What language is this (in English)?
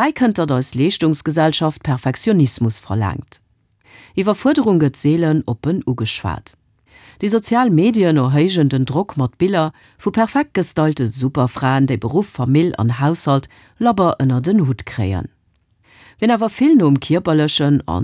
Luxembourgish